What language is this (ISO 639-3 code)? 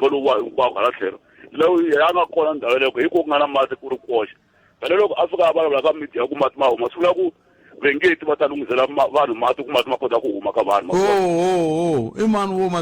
tso